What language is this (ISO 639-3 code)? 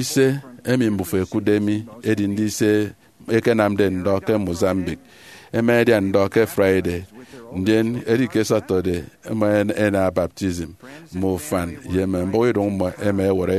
efi